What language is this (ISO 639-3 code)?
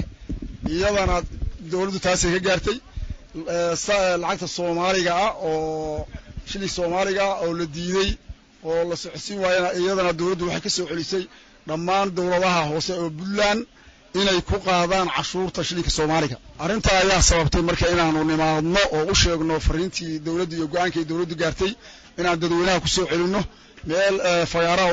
som